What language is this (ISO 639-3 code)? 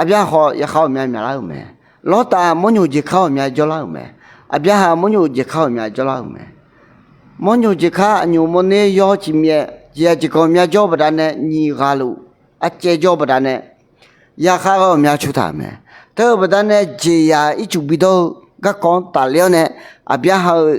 ahk